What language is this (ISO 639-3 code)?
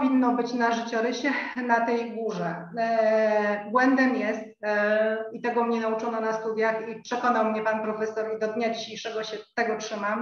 pol